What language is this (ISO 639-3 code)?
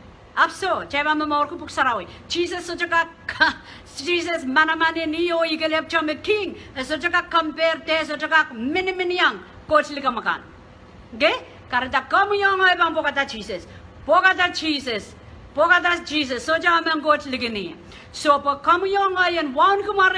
pon